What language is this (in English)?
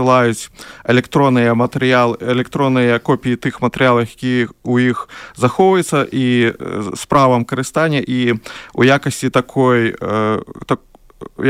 Belarusian